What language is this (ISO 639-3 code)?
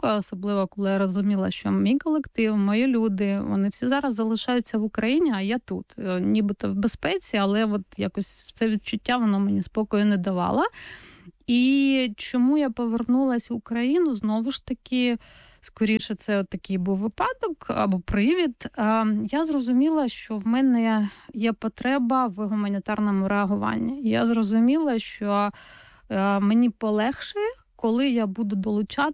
ukr